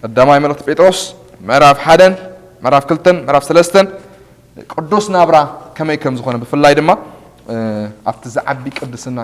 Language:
Tigrinya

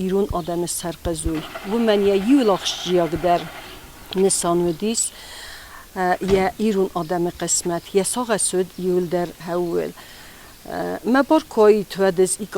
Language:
Ossetic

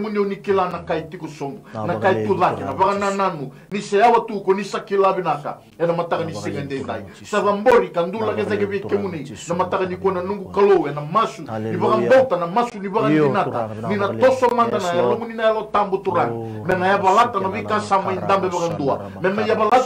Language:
Fijian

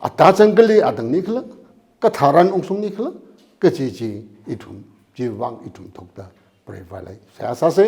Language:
Tangkhul Naga (India)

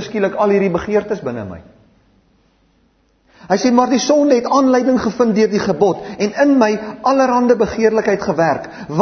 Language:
Afrikaans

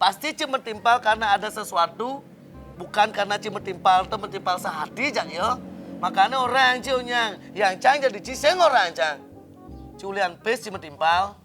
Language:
Balinese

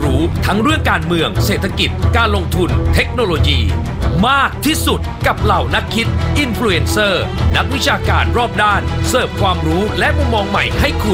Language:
Thai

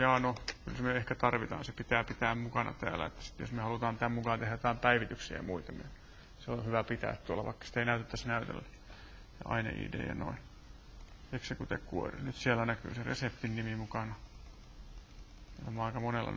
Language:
Finnish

